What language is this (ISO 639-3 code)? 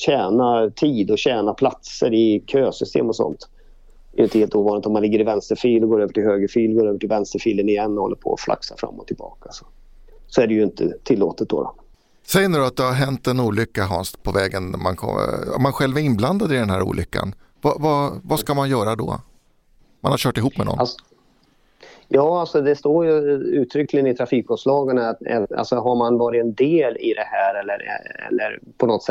swe